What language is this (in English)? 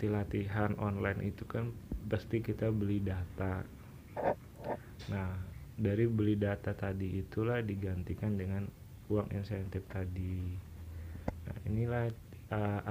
Indonesian